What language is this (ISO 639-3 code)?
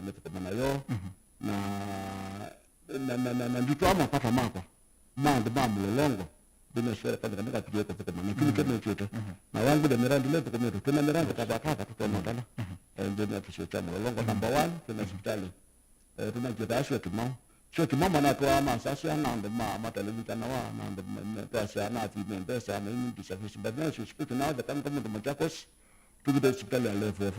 kam